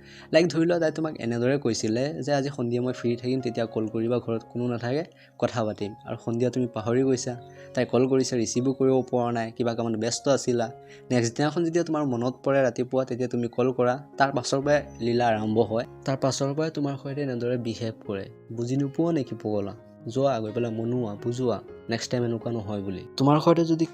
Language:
Assamese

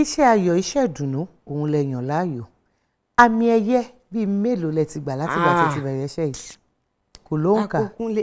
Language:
Yoruba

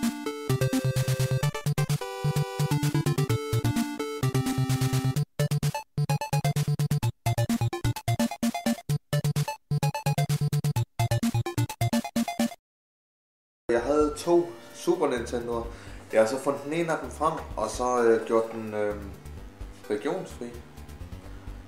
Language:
Danish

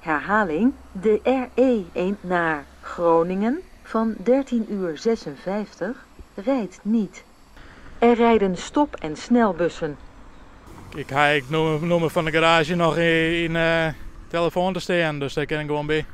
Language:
Western Frisian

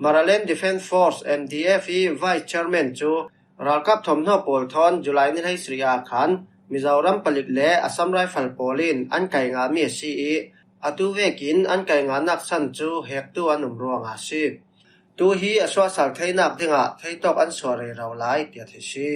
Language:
Falam Chin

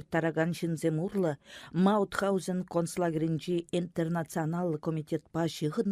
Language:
Chuvash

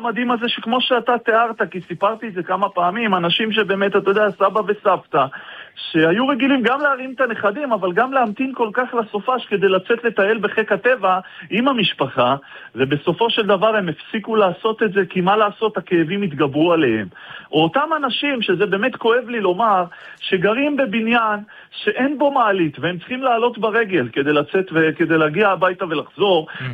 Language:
Hebrew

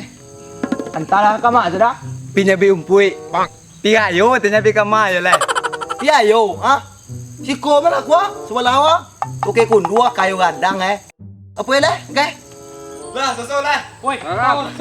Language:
Minangkabau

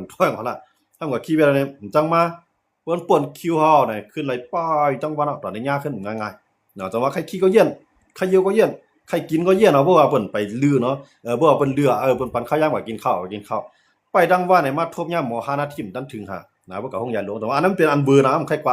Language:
Shan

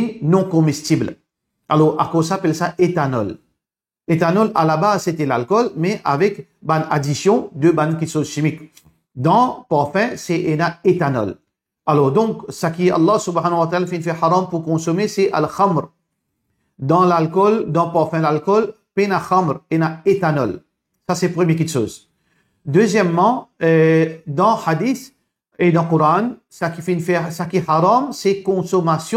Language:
Morisyen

